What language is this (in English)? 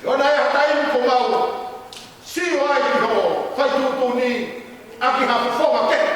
Tongan